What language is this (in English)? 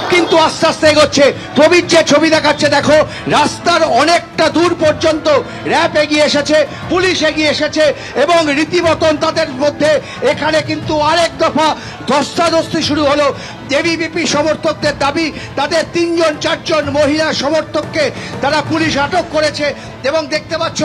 Bangla